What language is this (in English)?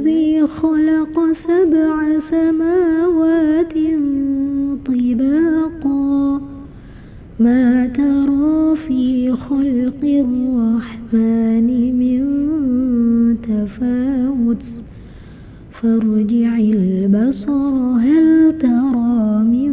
Arabic